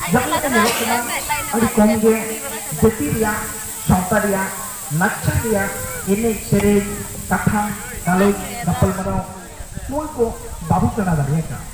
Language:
Santali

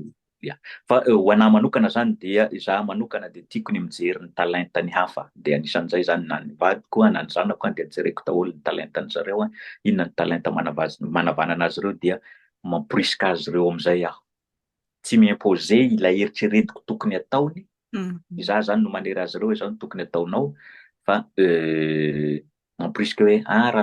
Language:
Malagasy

